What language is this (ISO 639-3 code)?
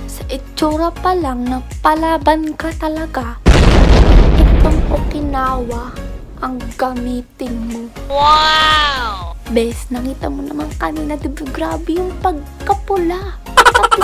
fil